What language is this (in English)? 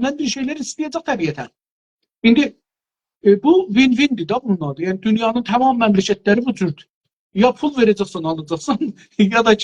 South Azerbaijani